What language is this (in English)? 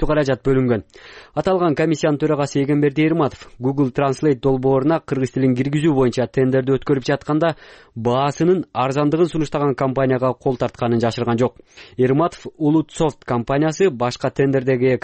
Kyrgyz